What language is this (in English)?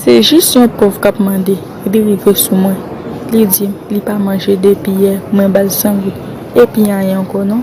Haitian Creole